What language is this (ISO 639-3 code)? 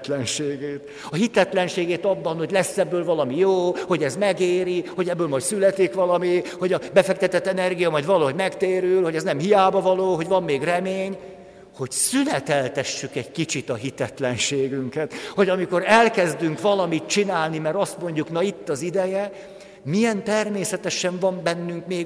hun